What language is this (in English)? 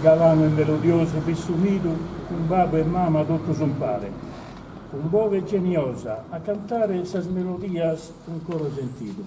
Sardinian